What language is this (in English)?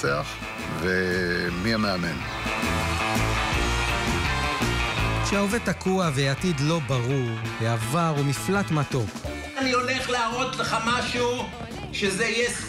Hebrew